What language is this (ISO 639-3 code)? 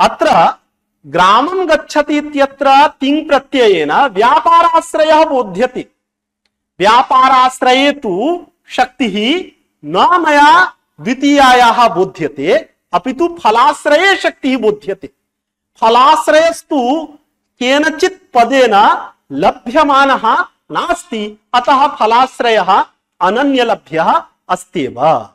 san